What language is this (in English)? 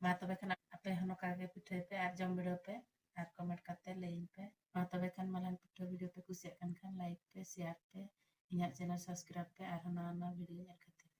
Santali